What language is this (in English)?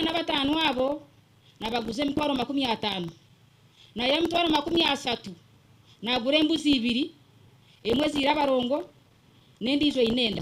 Nyankole